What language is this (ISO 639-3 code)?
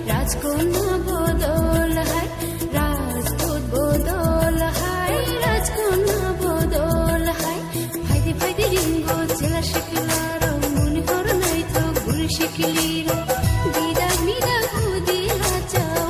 trp